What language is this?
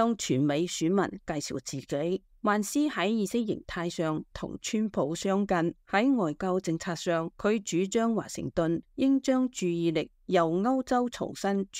Cantonese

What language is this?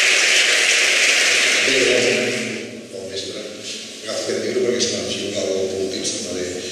Catalan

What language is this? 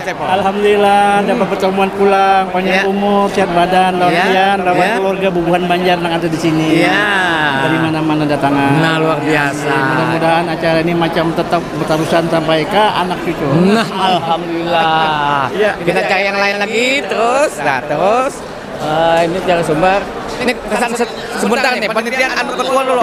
Banjar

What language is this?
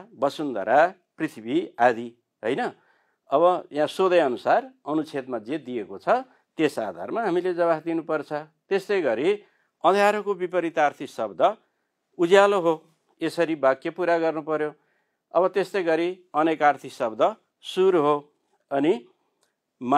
Nepali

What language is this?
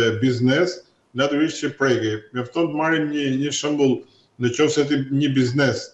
Albanian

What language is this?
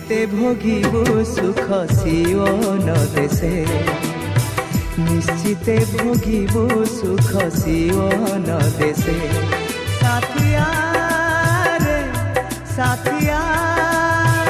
Odia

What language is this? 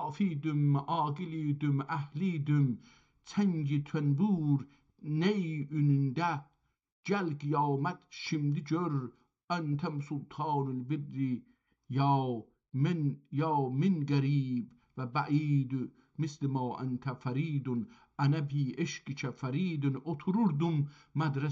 South Azerbaijani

